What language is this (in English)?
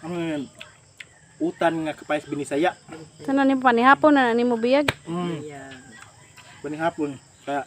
Cebuano